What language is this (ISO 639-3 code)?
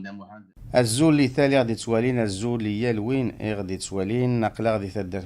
kab